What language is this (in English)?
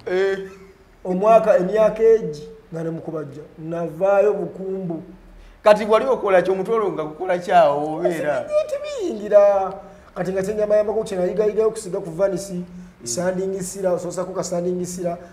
Ganda